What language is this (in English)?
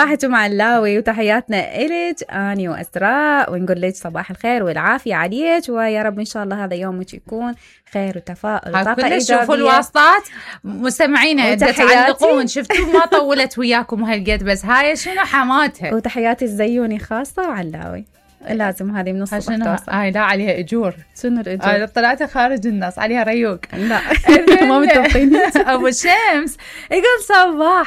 Mesopotamian Arabic